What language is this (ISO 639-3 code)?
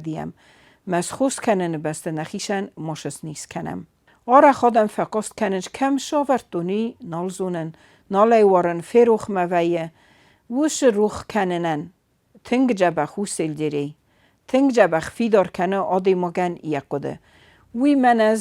oss